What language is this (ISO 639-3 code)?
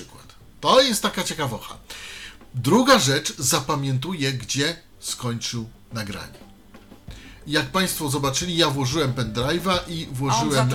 pol